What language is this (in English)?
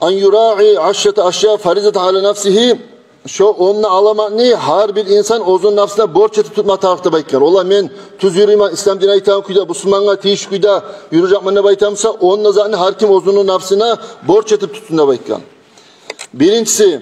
Kumyk